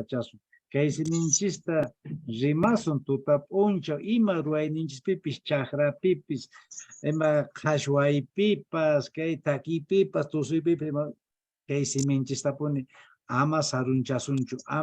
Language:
Quechua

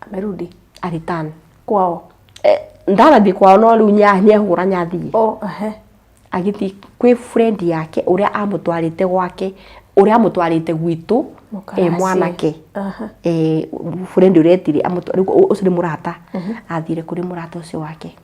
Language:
Kikuyu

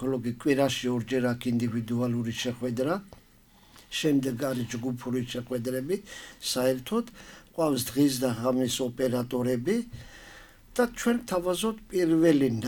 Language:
Georgian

